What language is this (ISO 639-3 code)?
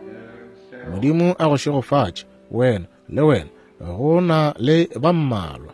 nso